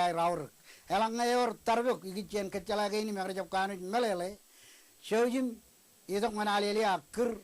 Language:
Marshallese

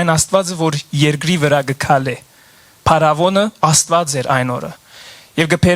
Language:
Western Armenian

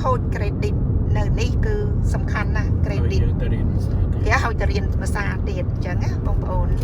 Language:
Khmer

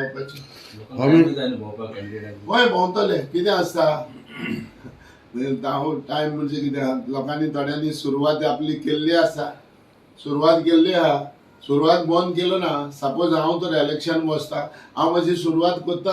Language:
Konkani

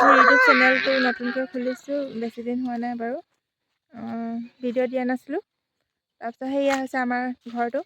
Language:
Assamese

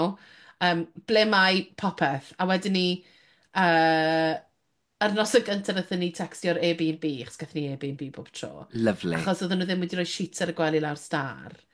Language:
Welsh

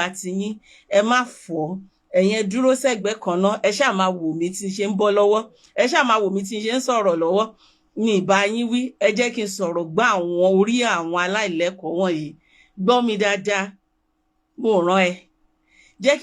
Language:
Yoruba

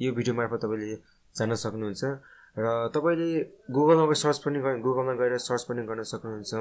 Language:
Nepali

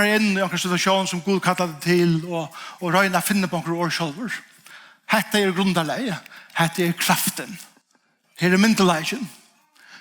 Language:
Faroese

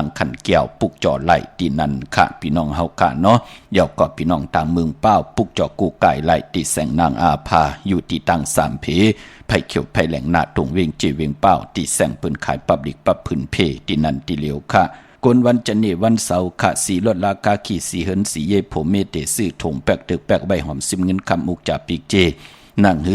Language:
Shan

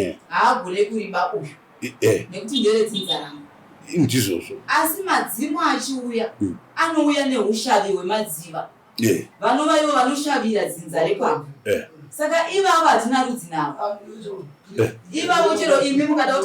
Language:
Shona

